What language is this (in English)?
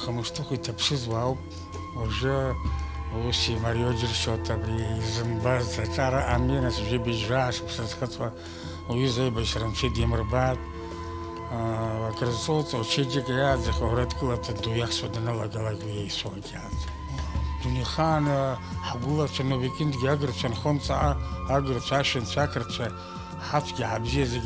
Abkhazian